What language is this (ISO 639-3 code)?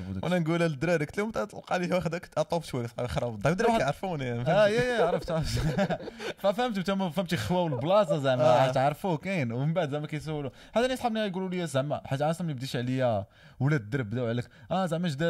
ary